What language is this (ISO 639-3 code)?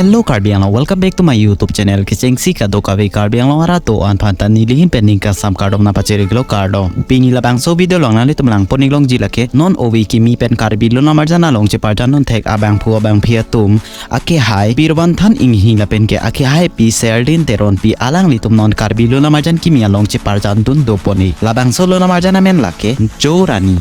mjw